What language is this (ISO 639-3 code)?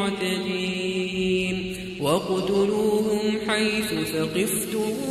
ara